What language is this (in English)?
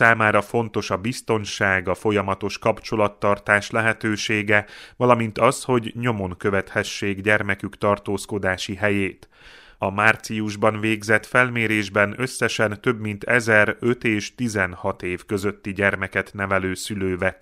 Hungarian